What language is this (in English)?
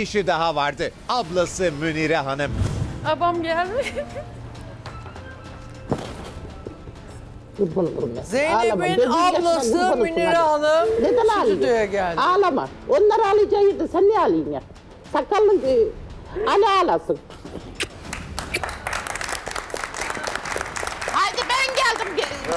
Turkish